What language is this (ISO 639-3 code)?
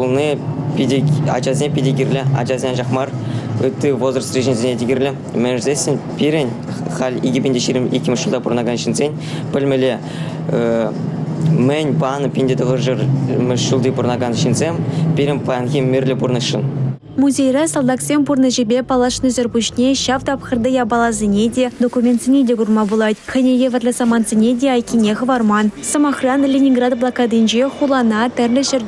chv